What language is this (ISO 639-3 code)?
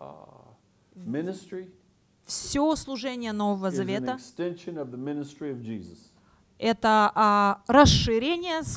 rus